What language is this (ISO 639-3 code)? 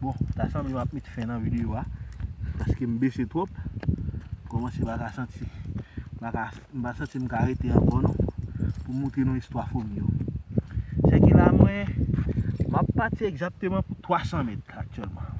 hat